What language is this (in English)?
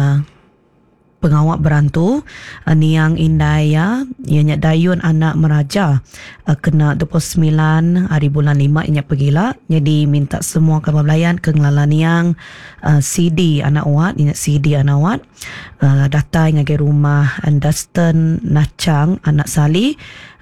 Iban